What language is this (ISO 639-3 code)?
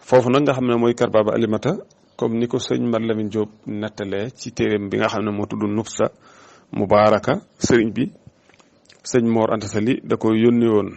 wol